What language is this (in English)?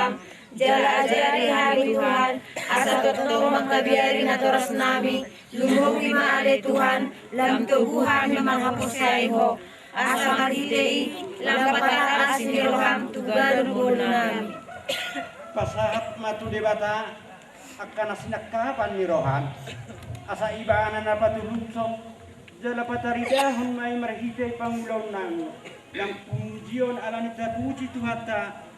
Batak Toba